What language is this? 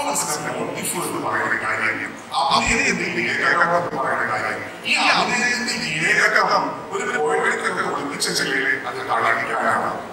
Malayalam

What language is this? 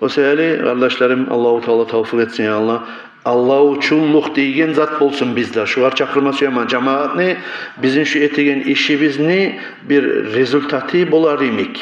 Kumyk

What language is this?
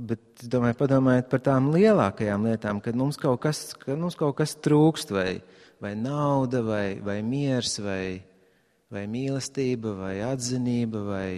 Latvian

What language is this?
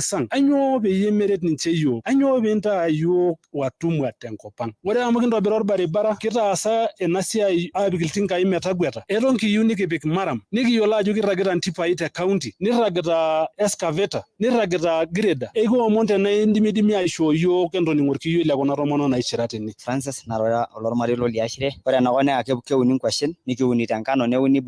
Masai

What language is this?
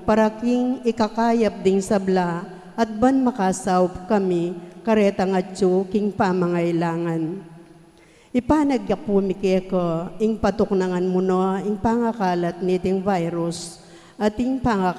Pampanga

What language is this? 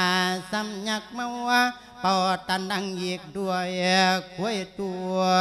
Lao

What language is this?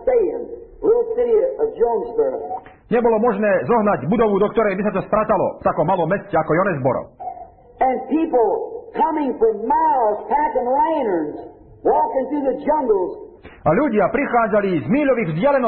Slovak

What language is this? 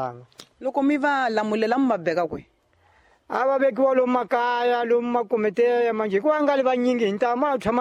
Tsonga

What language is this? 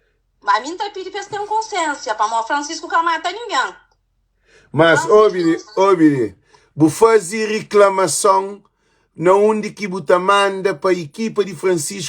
Kabuverdianu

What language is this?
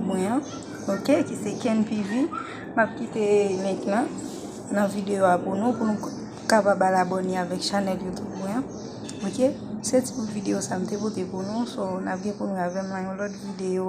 Haitian Creole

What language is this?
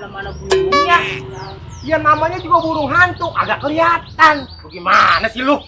Betawi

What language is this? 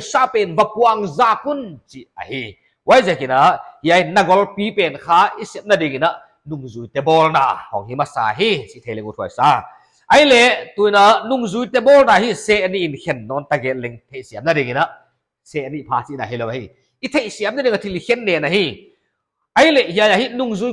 Paite Chin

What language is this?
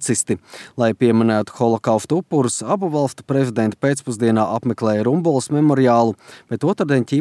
Latvian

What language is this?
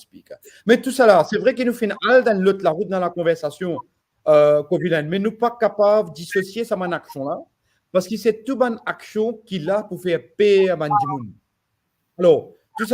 Morisyen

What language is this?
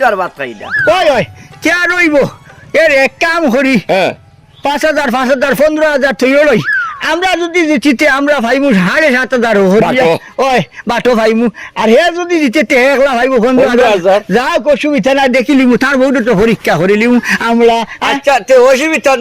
Sylheti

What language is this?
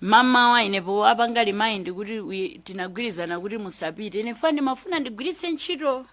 Nyanja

